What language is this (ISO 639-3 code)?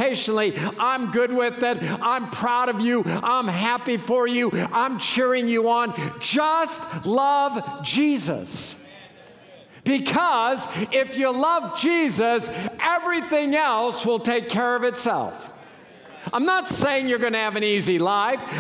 eng